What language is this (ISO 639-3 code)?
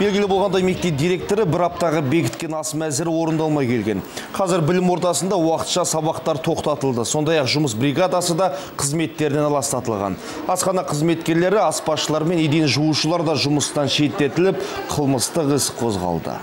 kir